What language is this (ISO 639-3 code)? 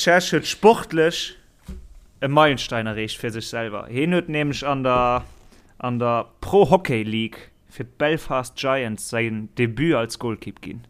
ltz